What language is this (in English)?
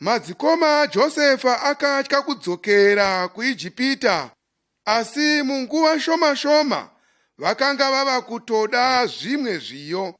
Shona